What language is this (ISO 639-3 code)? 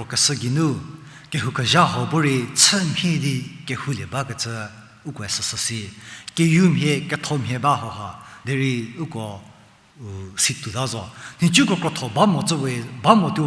njm